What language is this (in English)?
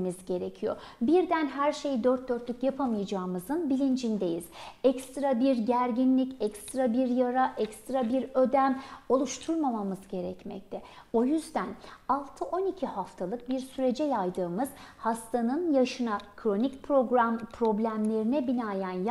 Turkish